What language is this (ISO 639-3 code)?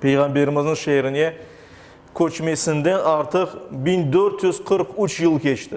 crh